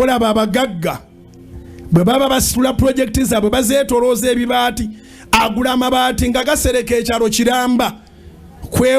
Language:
Ganda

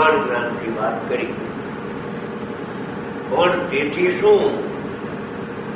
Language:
Gujarati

